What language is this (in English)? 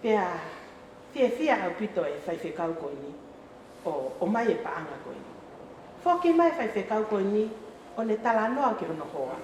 Tongan